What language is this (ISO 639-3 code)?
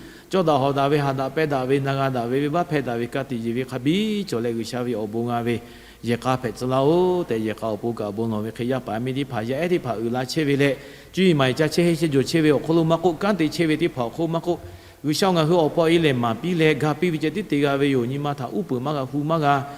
lhu